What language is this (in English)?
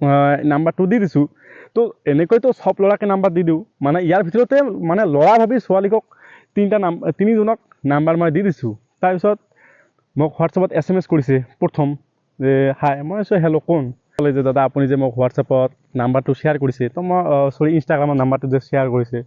Assamese